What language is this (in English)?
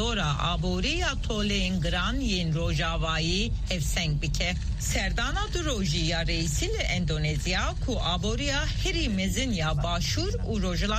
Kurdish